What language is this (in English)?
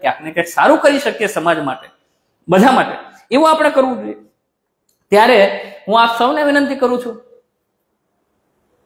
Gujarati